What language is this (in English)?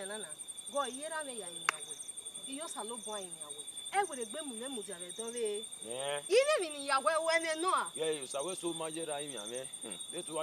Bini